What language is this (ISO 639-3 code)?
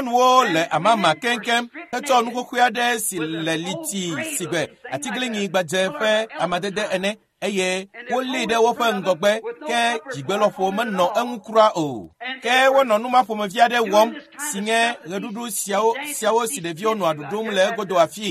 ewe